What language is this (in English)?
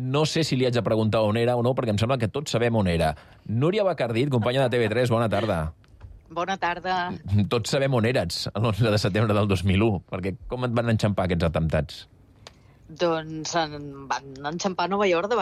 Catalan